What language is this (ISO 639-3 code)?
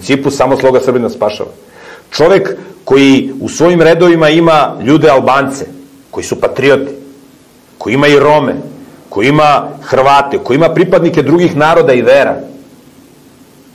srp